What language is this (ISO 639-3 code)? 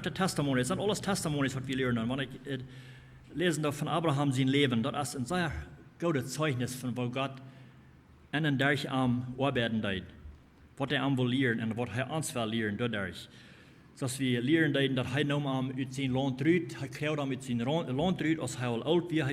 pdt